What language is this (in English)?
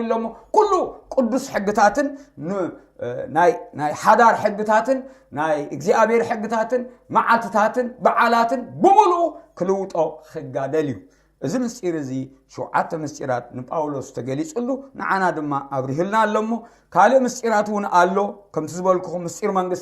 Tigrinya